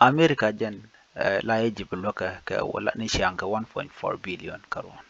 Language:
Nuer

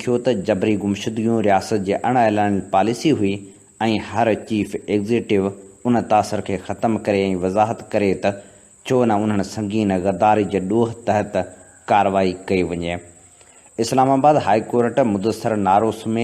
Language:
Sindhi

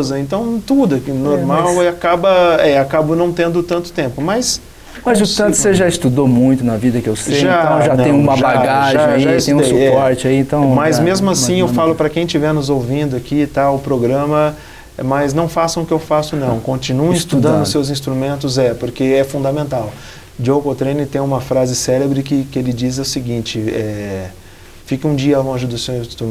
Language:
Portuguese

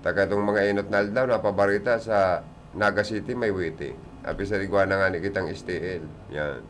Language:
Bikol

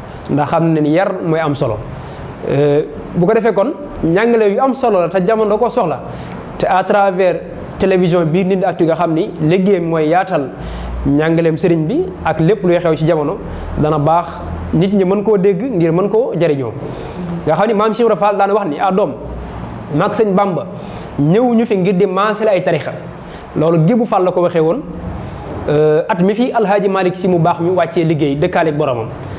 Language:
Wolof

